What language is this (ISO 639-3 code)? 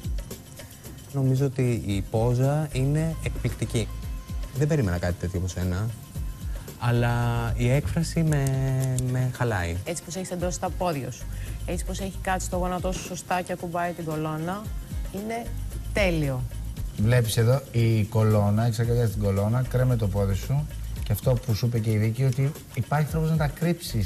ell